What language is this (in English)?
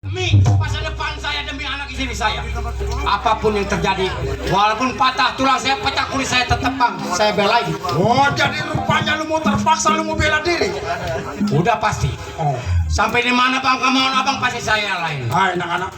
Betawi